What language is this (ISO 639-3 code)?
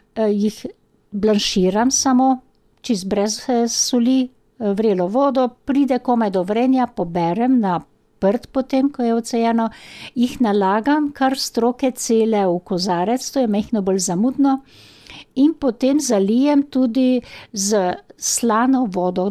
slv